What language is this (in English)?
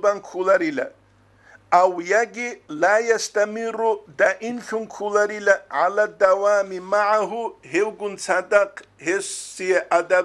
Avaric